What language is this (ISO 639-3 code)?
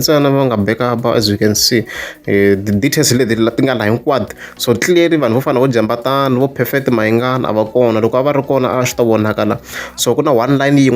tso